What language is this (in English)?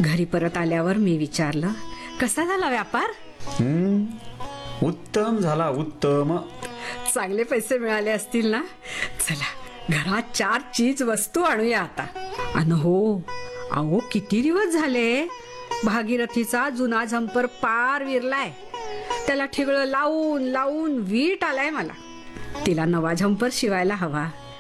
Marathi